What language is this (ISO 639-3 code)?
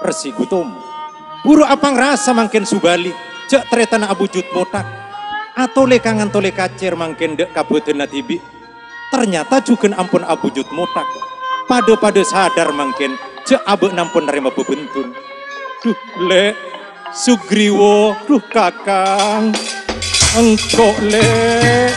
mad